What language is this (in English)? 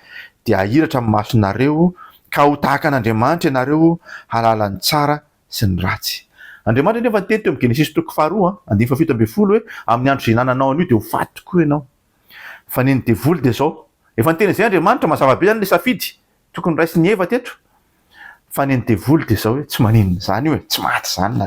Malagasy